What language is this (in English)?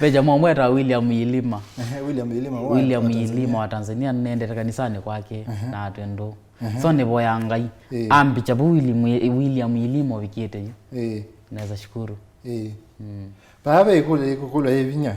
Kamba